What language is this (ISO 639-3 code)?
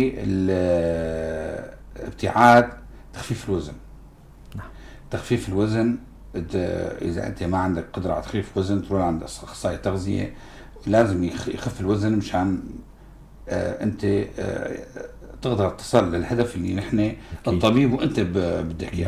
apc